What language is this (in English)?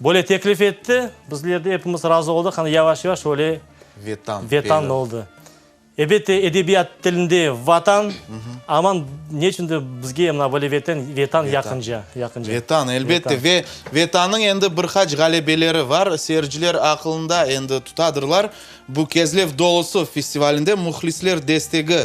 Crimean Tatar